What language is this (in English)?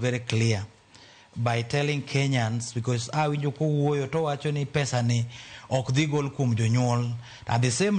Luo (Kenya and Tanzania)